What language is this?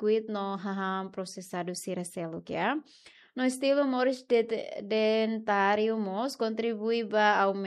Tetum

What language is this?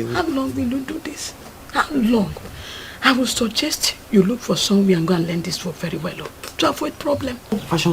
Nigerian Pidgin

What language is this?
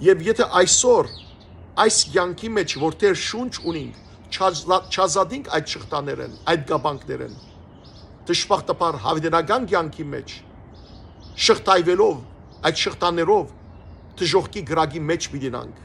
Western Armenian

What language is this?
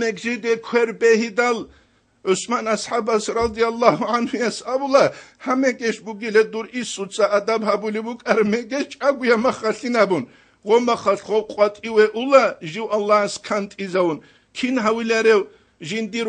Avaric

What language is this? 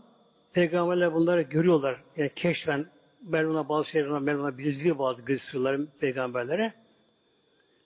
Turkish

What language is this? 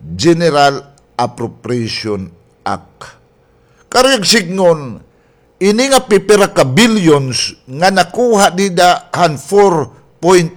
Waray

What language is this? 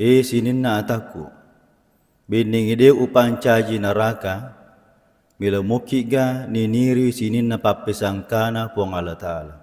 Buginese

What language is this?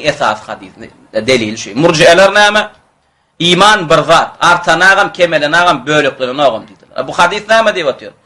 Turkmen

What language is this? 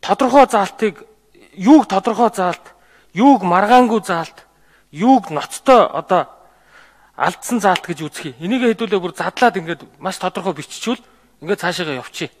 Mongolian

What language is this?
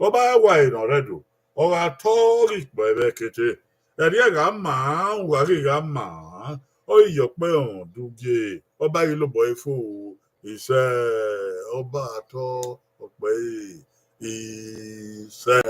Bini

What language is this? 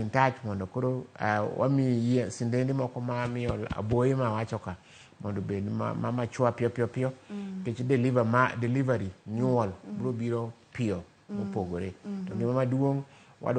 Luo (Kenya and Tanzania)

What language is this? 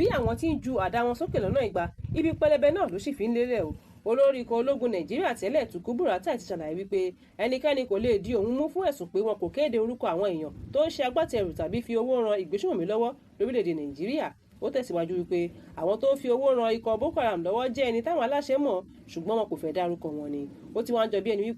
Yoruba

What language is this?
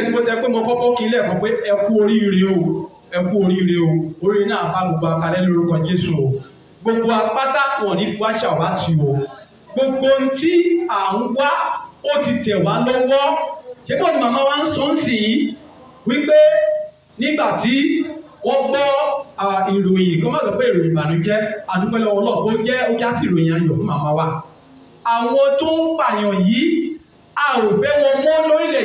Yoruba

